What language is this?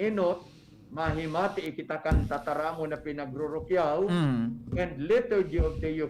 Bikol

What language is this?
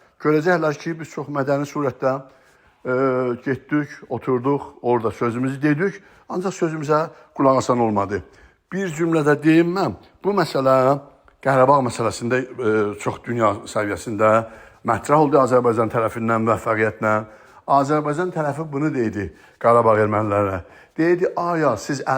South Azerbaijani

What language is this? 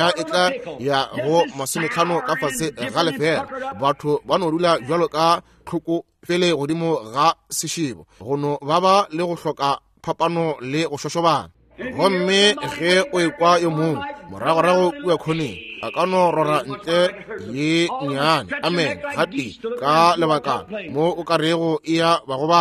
Northern Sotho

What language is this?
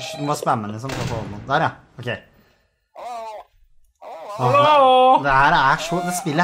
Norwegian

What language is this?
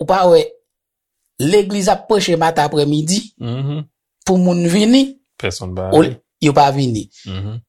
Haitian Creole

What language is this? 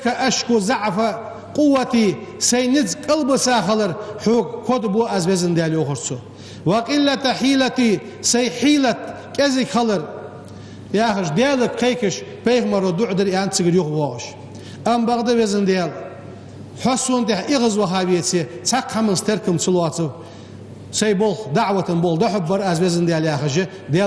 Ingush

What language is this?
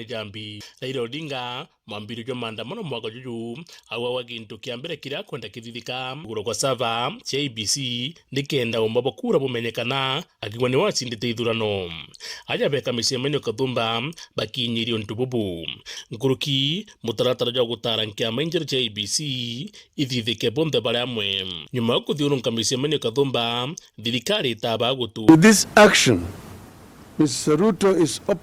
Meru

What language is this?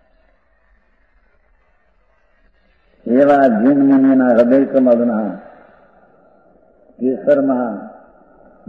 Gujarati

